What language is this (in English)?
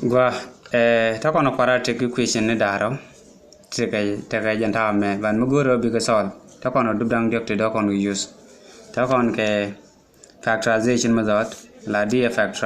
Nuer